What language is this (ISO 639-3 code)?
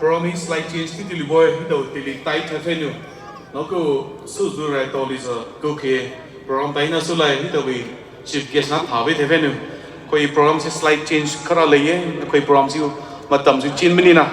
pmx